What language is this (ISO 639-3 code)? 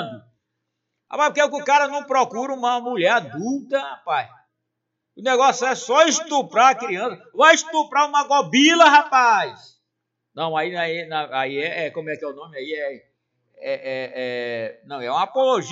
por